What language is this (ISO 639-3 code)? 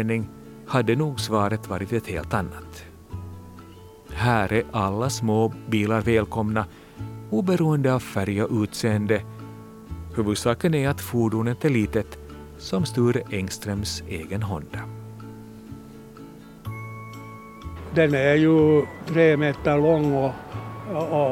swe